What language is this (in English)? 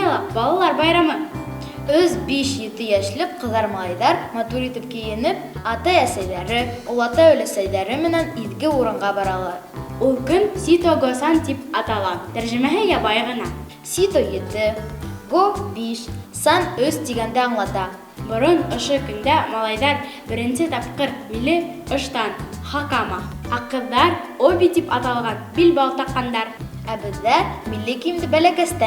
Bashkir